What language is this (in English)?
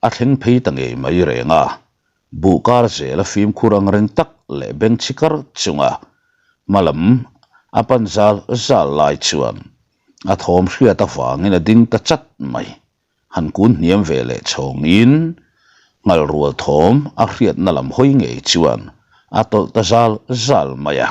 Mizo